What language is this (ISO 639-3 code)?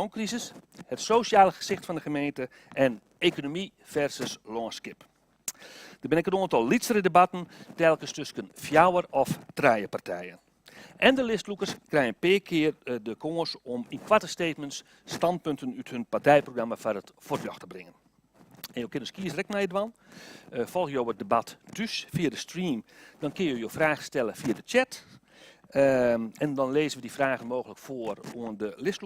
fry